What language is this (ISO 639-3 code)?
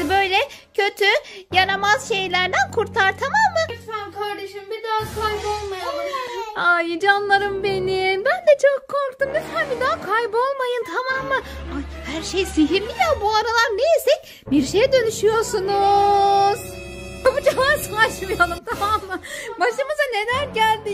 tur